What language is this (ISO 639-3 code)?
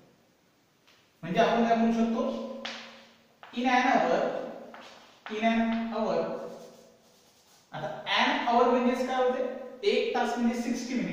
mar